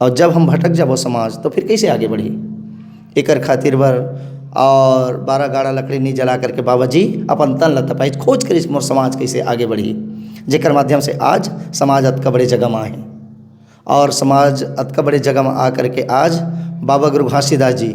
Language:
Chhattisgarhi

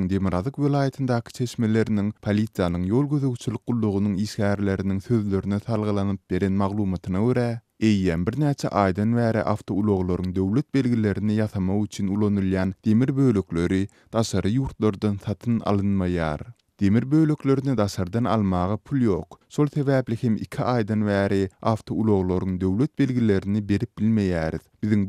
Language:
Turkmen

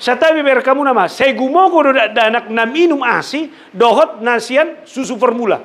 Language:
Batak Toba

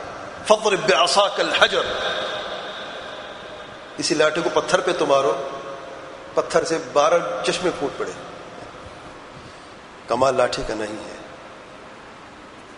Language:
Urdu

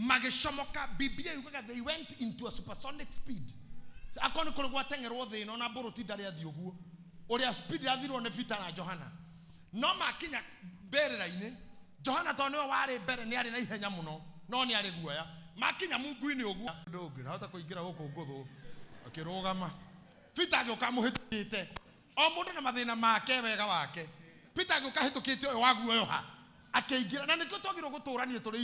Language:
Kikuyu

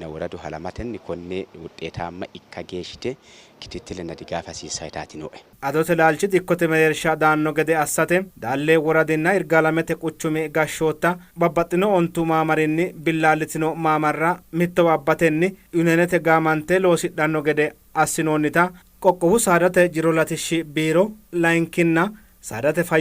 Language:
Sidamo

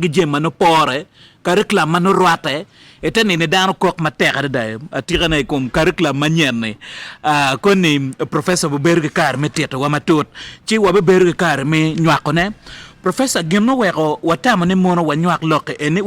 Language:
Acoli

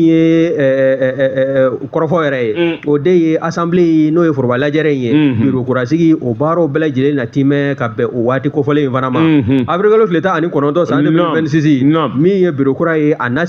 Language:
Bambara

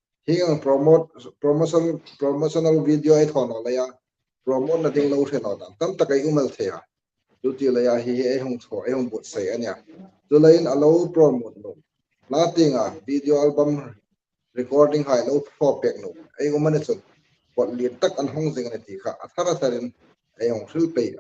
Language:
Hmar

